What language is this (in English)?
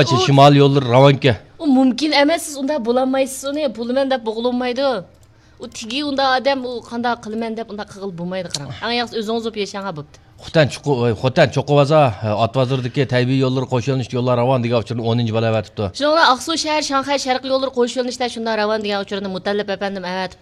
Uyghur